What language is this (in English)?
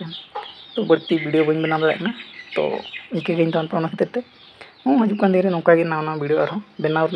Santali